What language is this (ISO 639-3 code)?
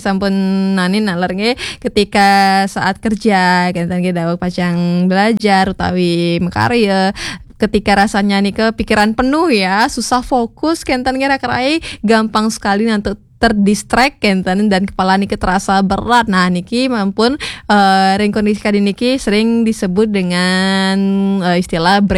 ban